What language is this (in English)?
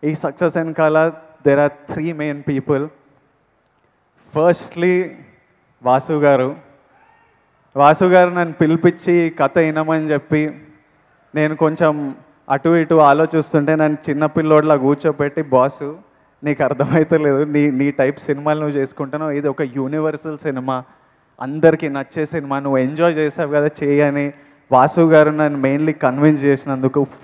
Telugu